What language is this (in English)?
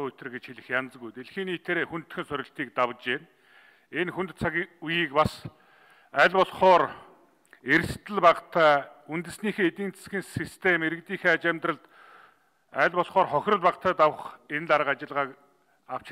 Mongolian